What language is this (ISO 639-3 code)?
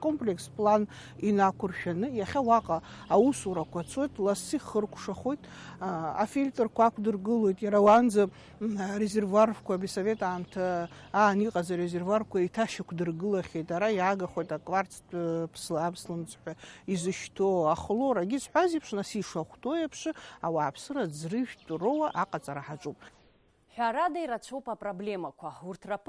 abk